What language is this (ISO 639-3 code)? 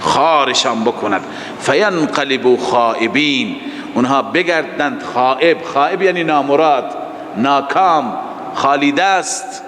fas